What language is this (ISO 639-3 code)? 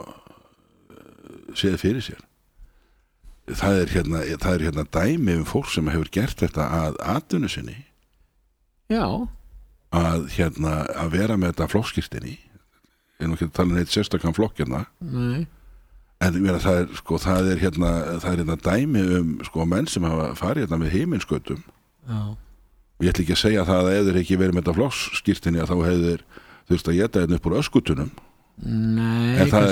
isl